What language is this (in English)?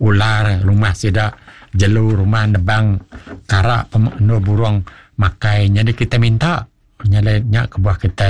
Iban